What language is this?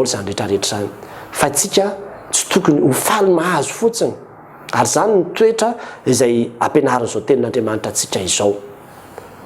Malagasy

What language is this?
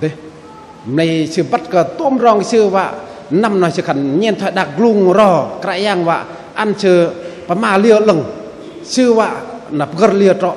Bahnar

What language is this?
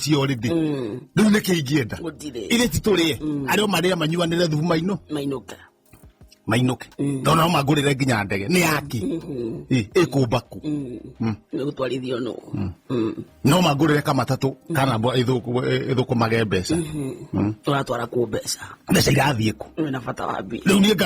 Kikuyu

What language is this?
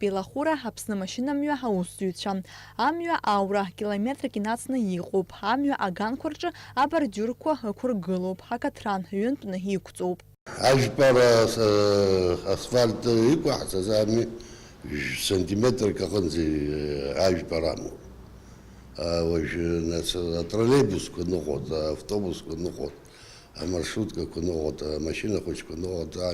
Abkhazian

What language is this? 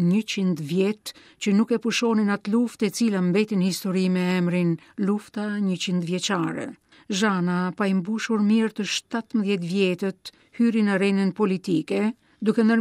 Albanian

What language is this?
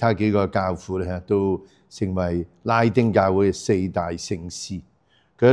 Cantonese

